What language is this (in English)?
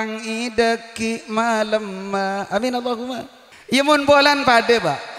Madurese